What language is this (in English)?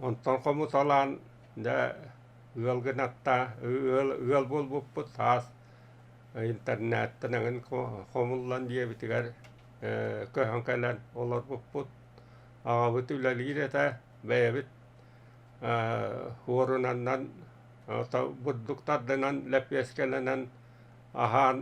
Yakut